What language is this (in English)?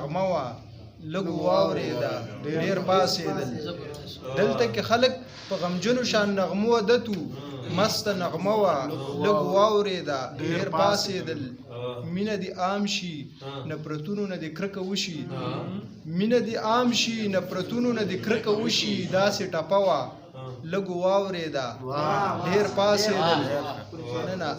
Pashto